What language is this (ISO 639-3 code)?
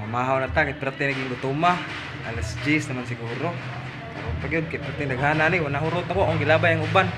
ceb